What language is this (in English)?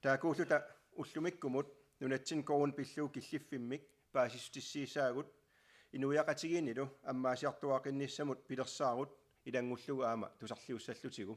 Kalaallisut